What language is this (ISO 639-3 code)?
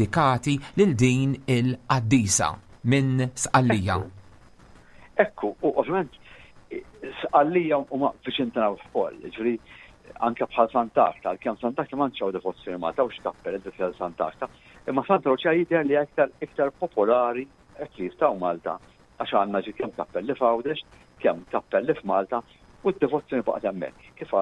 mlt